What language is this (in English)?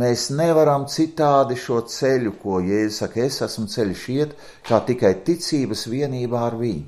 Latvian